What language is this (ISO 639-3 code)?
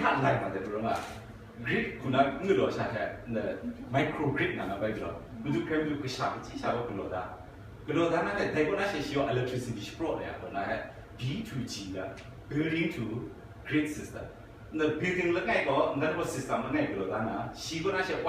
kac